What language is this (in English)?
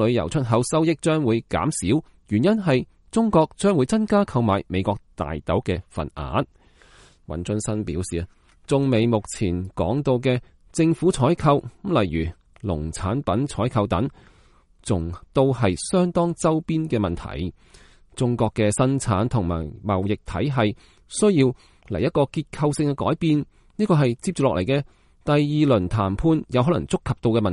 Cantonese